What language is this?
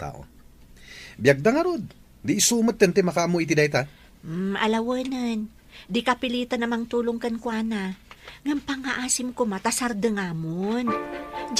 Iloko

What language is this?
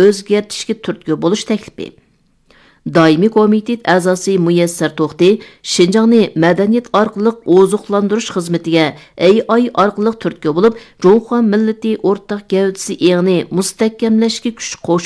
Uyghur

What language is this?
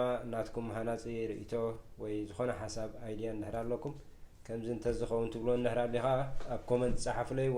Tigrinya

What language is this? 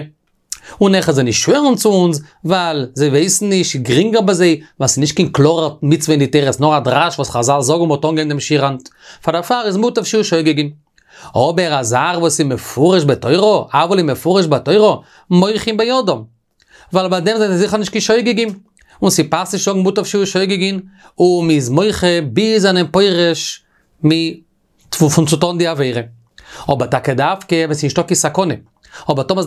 Yiddish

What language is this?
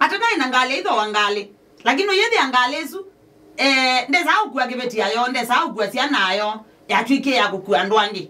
Kamba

